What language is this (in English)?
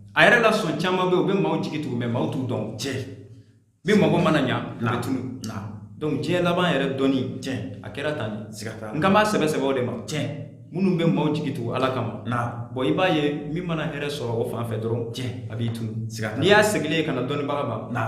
Bambara